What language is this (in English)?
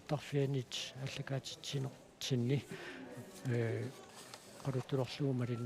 Kalaallisut